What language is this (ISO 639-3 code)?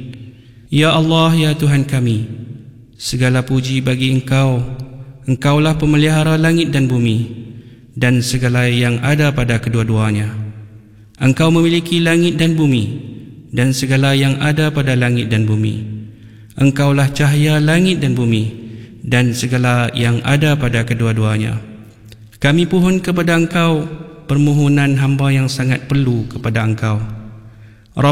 msa